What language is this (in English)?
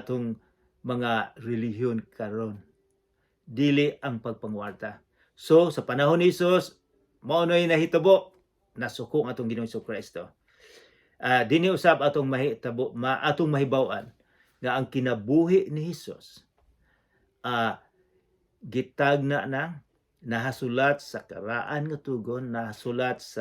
Cebuano